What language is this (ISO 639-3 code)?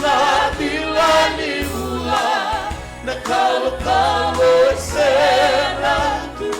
fij